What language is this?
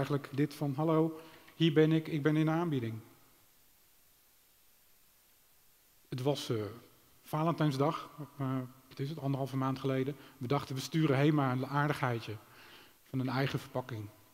Dutch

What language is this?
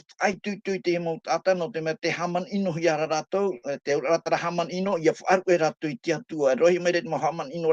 Tahitian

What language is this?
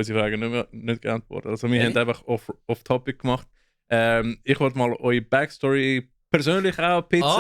Swiss German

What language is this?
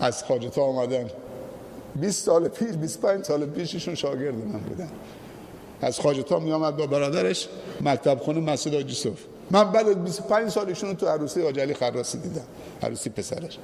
Persian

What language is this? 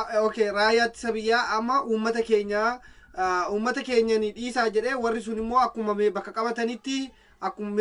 Oromo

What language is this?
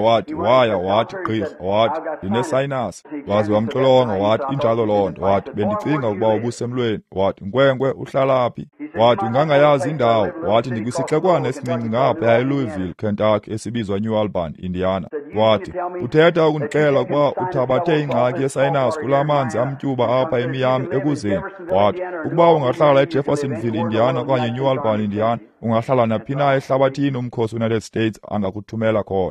Xhosa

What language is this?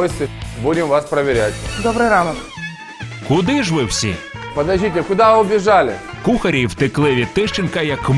Ukrainian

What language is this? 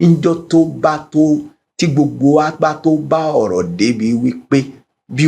Yoruba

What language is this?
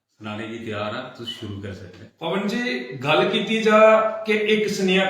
Dogri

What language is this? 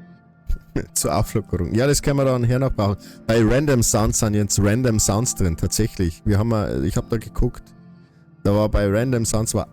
Bavarian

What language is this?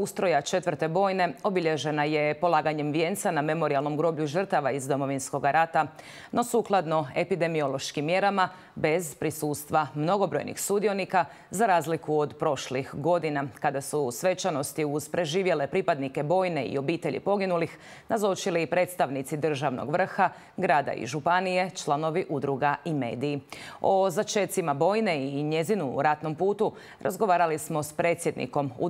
Croatian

